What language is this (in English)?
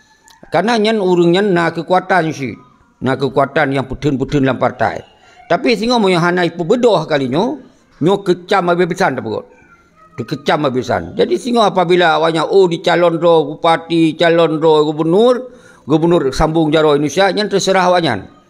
Achinese